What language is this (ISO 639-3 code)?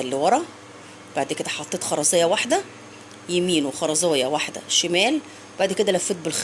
arz